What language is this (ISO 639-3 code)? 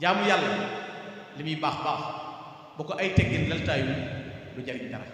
wol